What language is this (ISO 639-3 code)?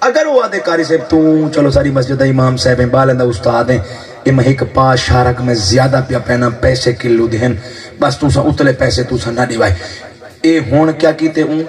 skr